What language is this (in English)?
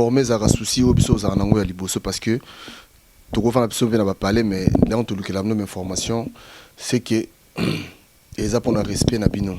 Lingala